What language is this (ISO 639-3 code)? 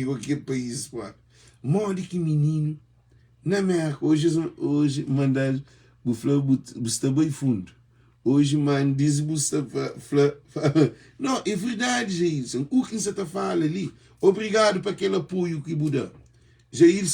kea